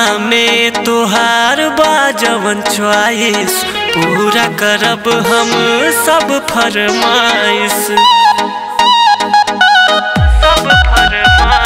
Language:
Bhojpuri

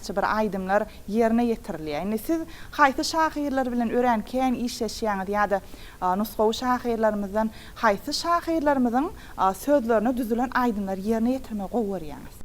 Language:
Turkmen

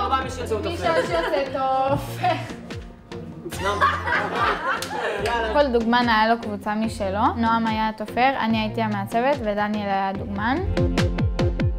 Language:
Hebrew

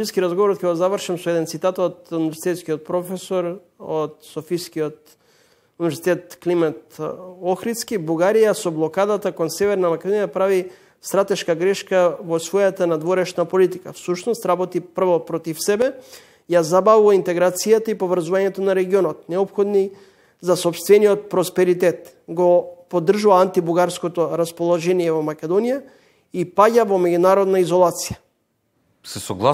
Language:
Macedonian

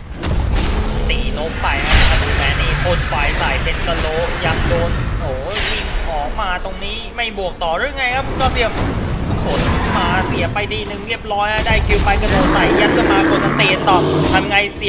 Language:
Thai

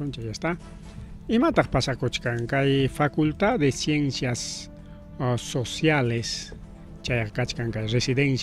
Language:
Ayacucho Quechua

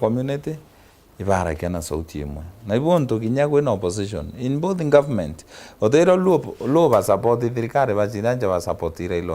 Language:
Meru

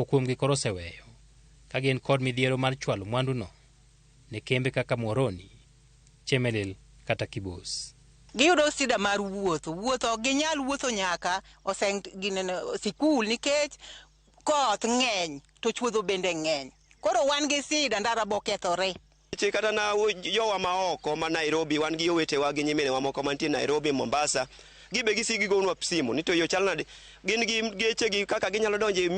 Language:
Luo (Kenya and Tanzania)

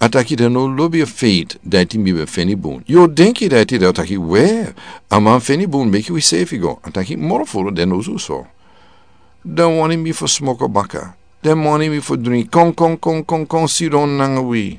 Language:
Sranan Tongo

